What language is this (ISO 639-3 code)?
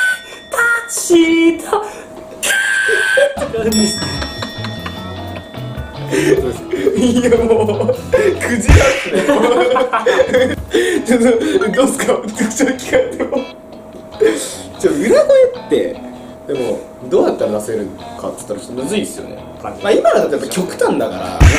jpn